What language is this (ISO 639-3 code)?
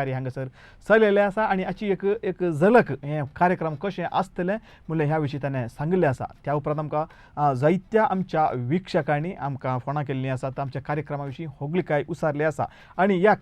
kok